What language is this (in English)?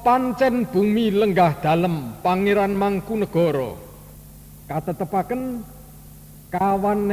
Javanese